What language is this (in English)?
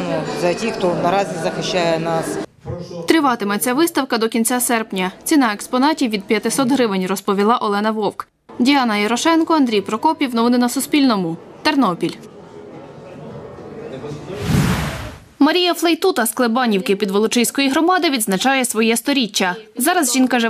Ukrainian